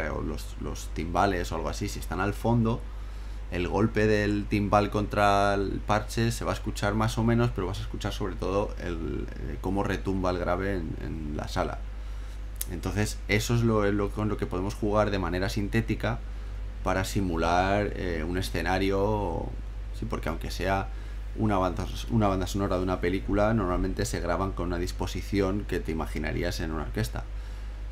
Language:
Spanish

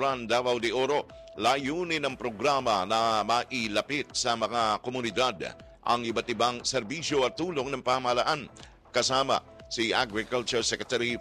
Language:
Filipino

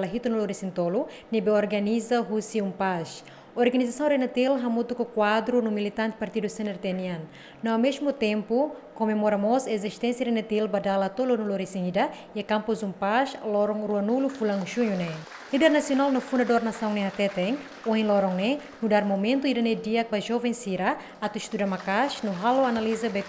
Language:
Tetum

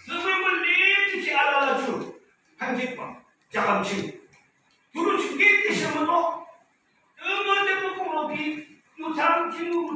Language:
Yimchungru Naga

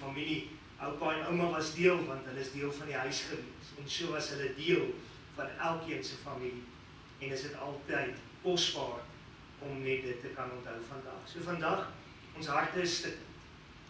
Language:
Afrikaans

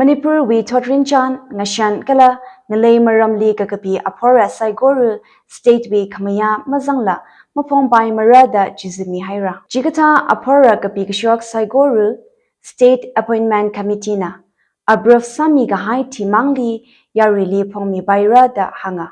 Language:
Tangkhul Naga (India)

